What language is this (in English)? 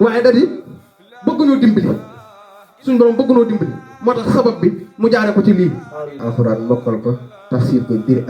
Wolof